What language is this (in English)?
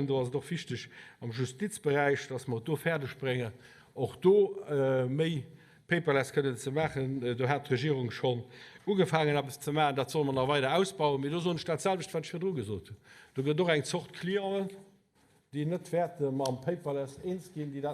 Luxembourgish